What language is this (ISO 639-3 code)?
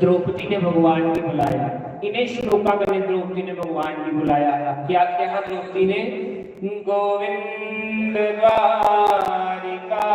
doi